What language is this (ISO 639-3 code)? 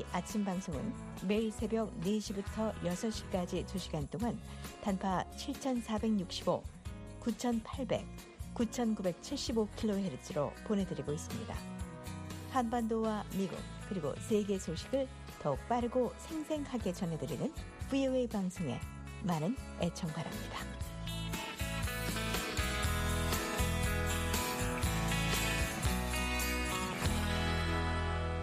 kor